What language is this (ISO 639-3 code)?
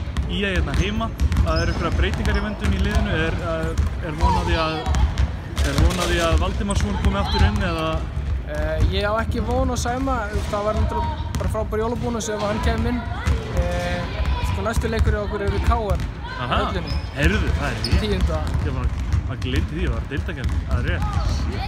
isl